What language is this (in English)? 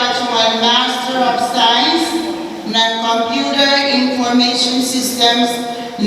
Pohnpeian